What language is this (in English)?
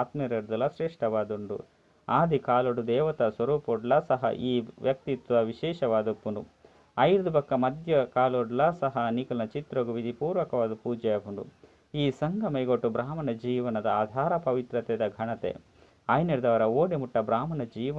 Tulu